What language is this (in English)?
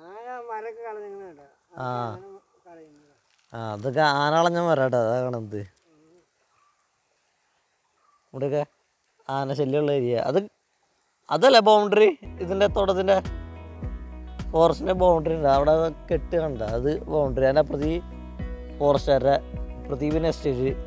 Malayalam